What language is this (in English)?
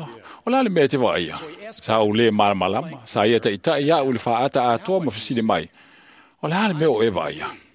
Samoan